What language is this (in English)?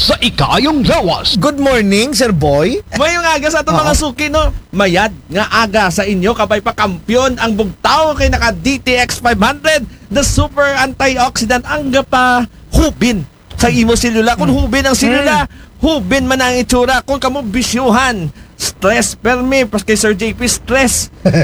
Aklanon